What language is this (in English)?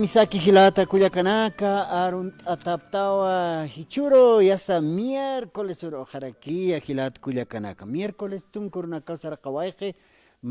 Aymara